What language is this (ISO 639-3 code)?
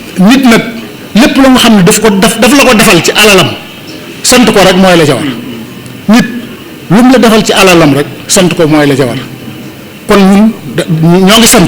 wol